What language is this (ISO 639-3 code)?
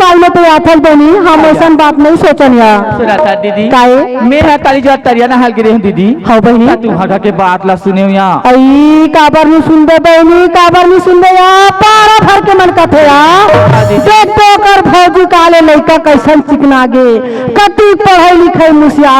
hne